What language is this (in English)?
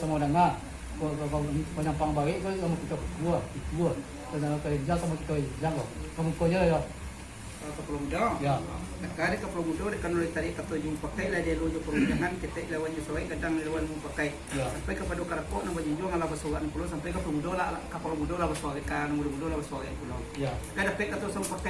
Minangkabau